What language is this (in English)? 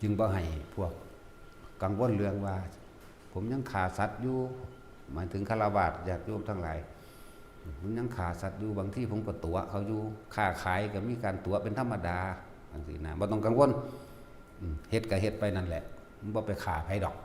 Lao